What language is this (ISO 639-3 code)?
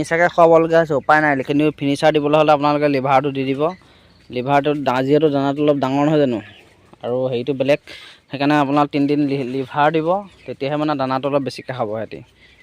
asm